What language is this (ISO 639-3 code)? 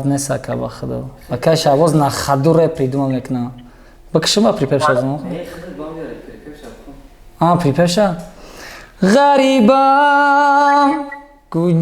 tgk